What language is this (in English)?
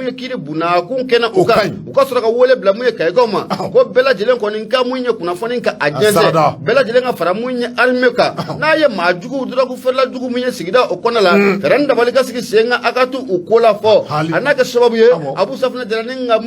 Bambara